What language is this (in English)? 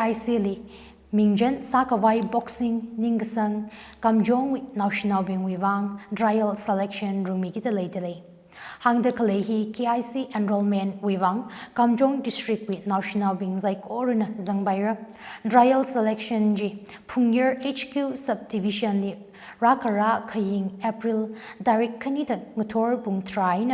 Tangkhul Naga (India)